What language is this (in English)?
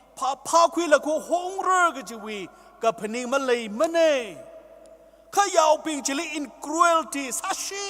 Tangkhul Naga (India)